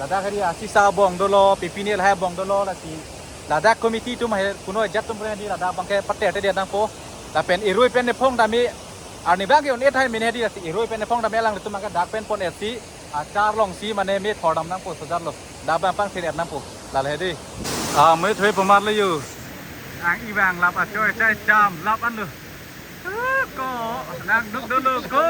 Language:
Karbi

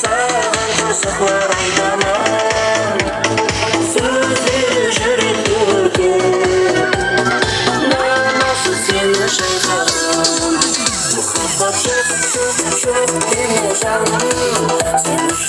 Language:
Kara-Kalpak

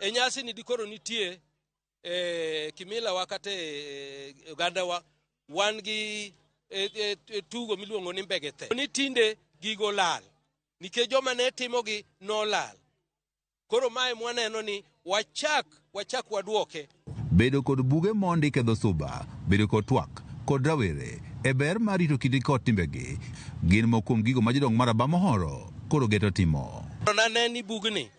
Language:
Luo (Kenya and Tanzania)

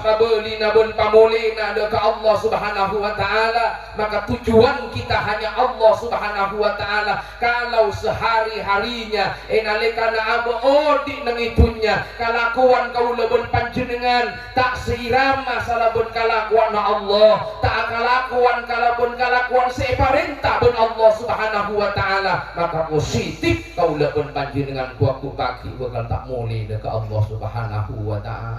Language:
Madurese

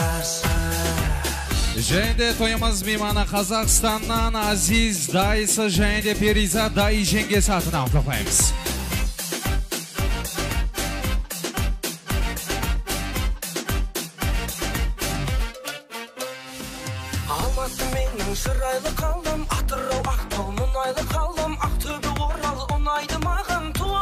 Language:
Kazakh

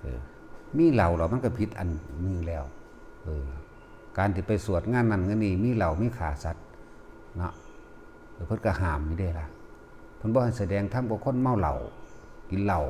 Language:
Northeastern Thai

